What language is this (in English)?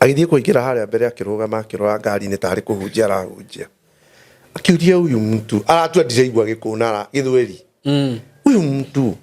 Kikuyu